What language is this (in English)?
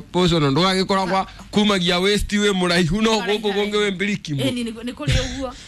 Kikuyu